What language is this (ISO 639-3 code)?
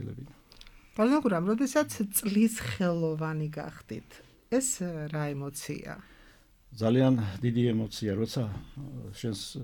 kat